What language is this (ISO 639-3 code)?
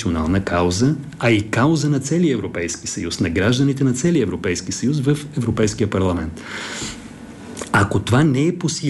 bul